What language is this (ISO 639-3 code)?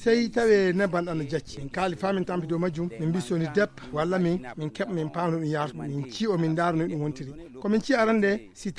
ful